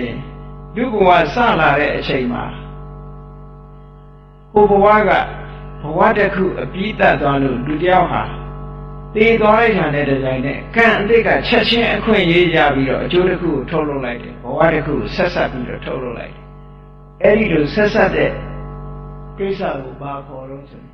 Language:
Burmese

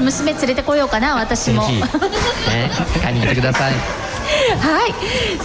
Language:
Japanese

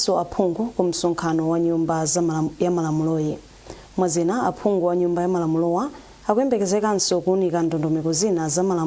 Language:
Nyanja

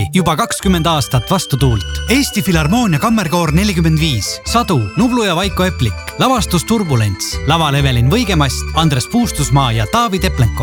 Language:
Estonian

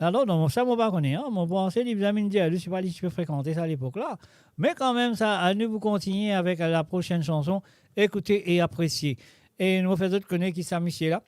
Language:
Morisyen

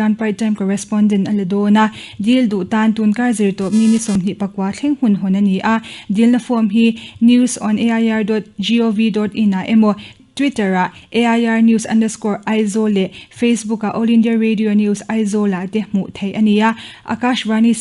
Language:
Mizo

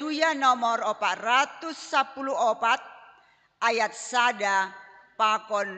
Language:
Batak Simalungun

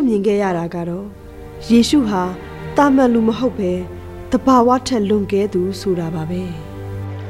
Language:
Burmese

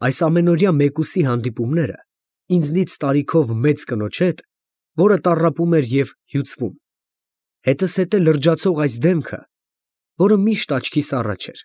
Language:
Armenian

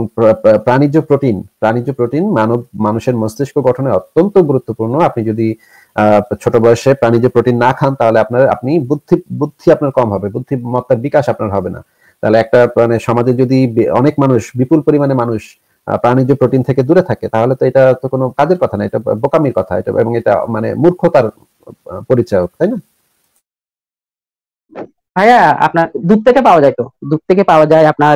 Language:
Bangla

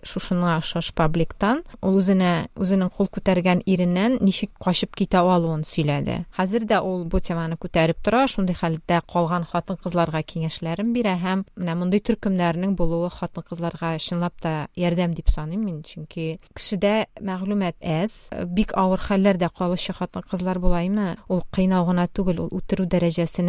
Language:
Tatar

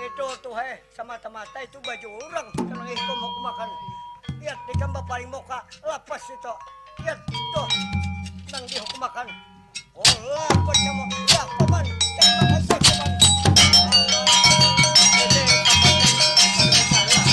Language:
Banjar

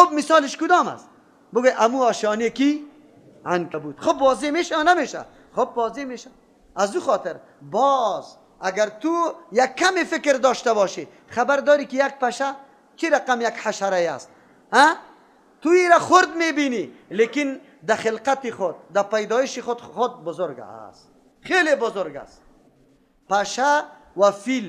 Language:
Persian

